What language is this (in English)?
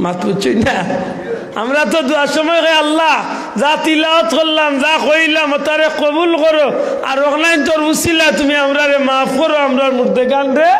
Sylheti